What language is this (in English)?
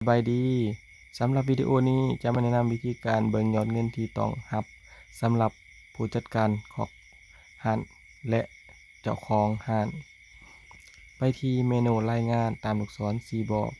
Lao